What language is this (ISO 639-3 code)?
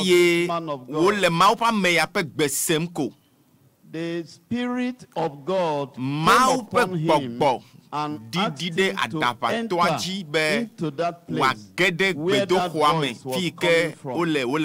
ewe